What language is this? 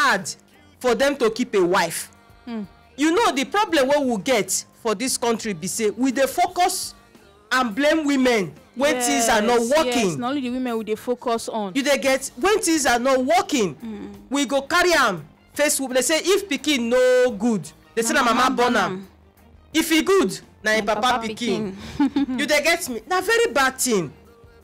Nigerian Pidgin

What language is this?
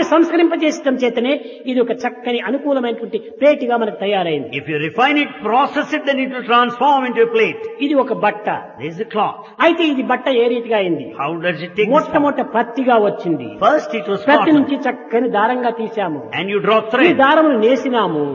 Telugu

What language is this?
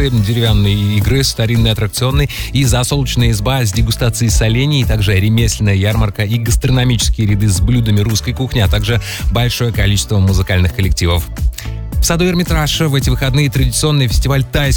Russian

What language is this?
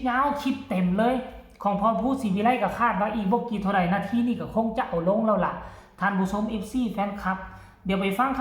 Northeastern Thai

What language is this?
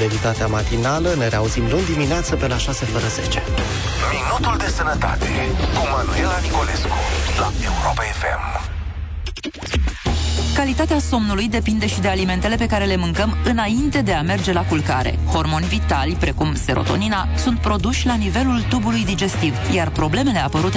Romanian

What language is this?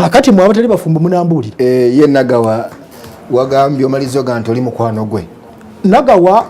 Ganda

